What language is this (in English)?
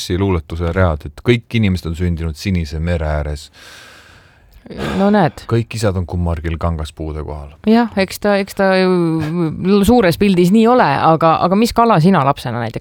Estonian